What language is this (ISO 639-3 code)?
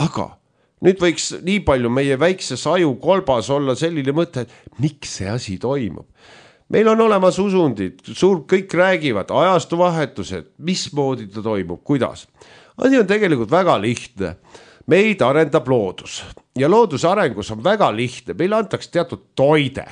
est